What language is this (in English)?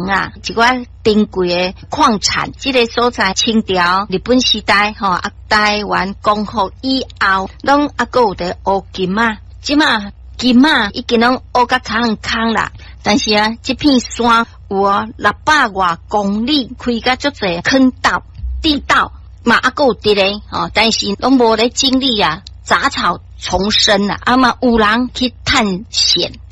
Min Nan Chinese